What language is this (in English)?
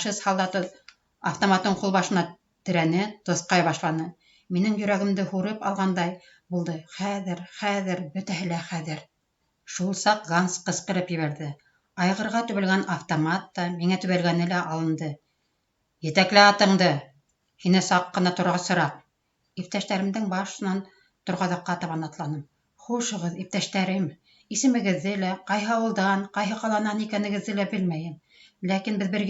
Bashkir